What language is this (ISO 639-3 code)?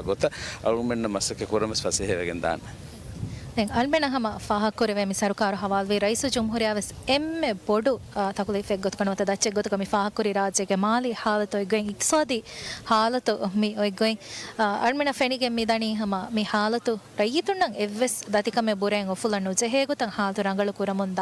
div